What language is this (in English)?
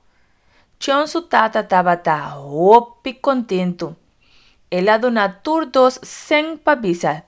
Papiamento